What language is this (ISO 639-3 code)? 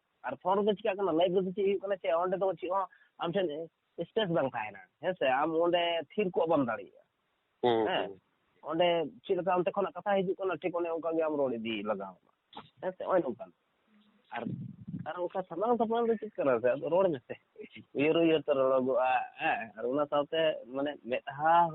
sat